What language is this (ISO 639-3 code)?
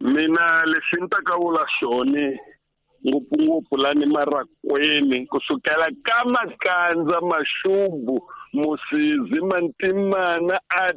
tso